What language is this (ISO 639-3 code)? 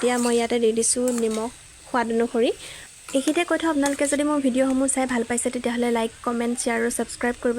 asm